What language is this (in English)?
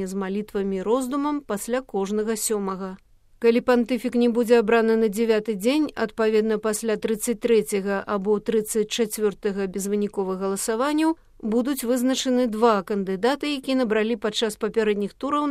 Belarusian